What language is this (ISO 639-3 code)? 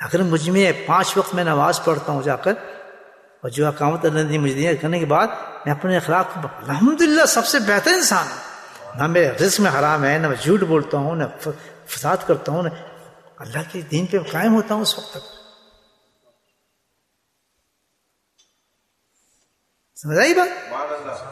urd